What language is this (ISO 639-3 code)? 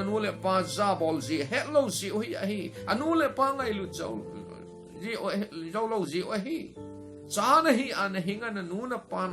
tcz